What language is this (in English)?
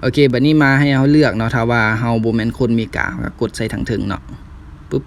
Lao